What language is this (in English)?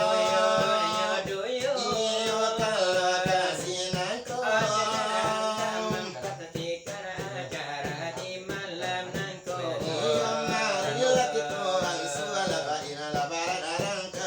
Minangkabau